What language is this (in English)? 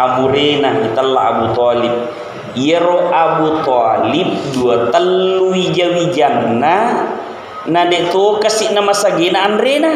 Buginese